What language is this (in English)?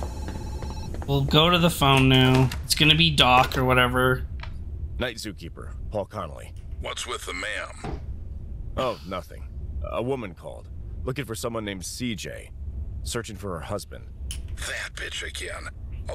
English